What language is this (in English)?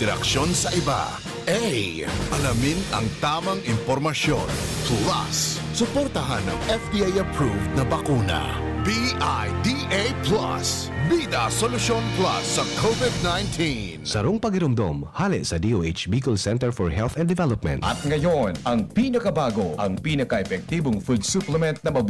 Bikol